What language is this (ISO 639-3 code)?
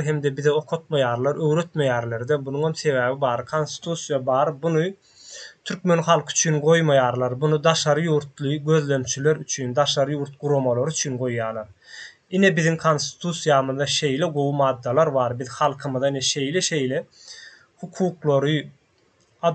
tuk